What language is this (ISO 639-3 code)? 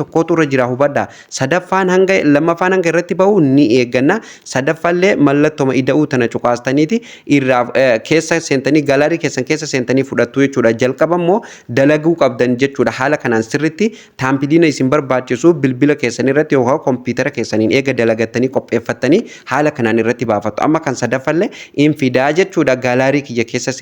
orm